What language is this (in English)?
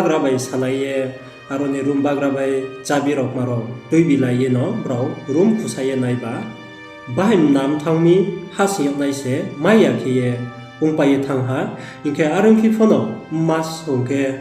Riang (India)